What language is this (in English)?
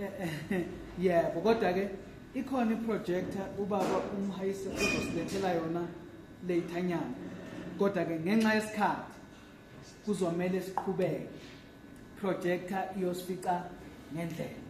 Zulu